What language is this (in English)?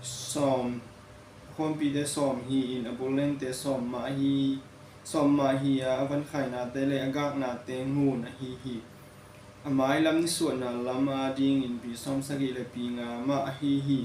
Tedim Chin